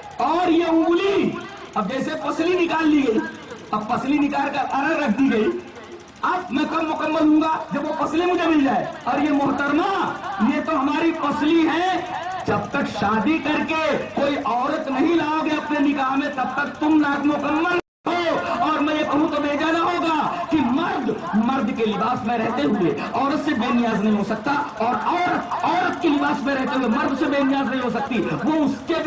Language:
Urdu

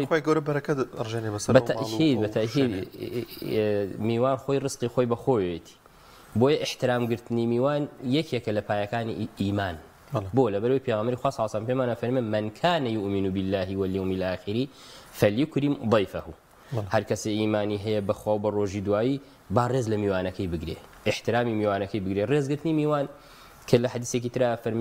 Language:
Central Kurdish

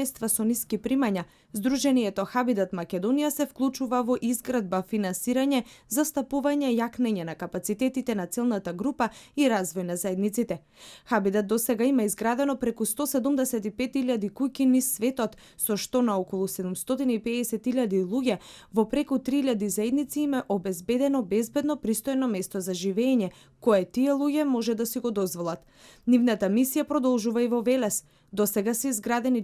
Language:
Macedonian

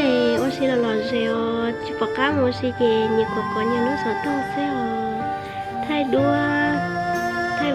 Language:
Hmong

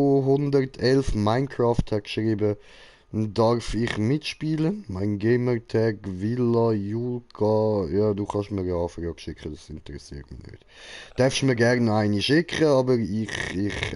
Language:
Swiss German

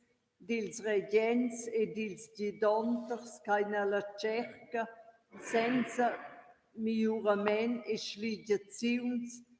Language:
Romansh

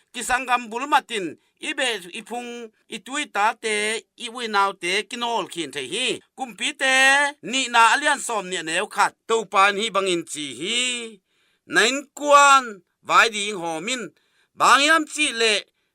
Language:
Tedim Chin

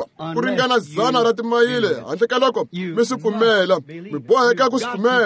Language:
Tsonga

